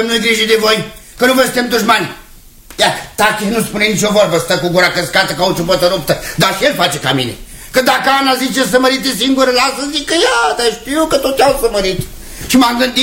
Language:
Romanian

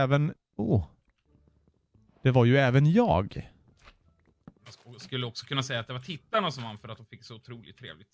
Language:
Swedish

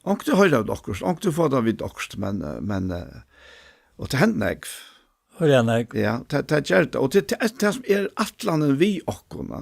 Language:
Faroese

